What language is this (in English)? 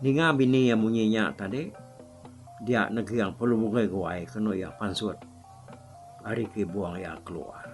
Iban